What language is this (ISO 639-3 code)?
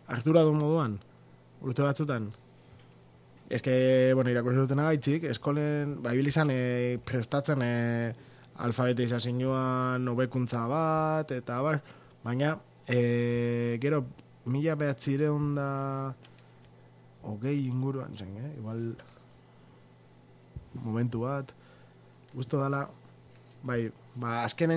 eus